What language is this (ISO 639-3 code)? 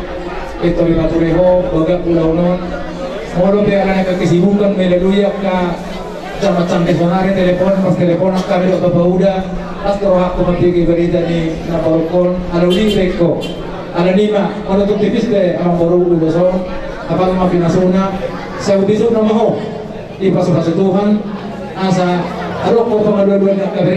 bbc